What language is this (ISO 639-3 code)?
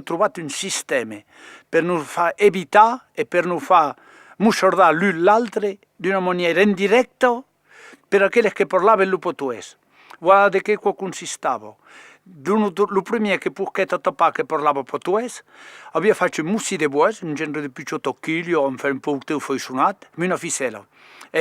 oci